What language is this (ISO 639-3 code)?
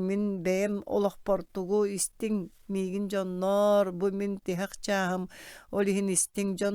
sah